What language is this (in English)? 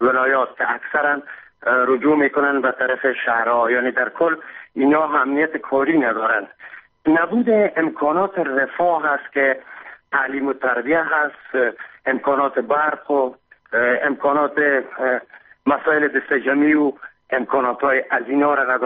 Persian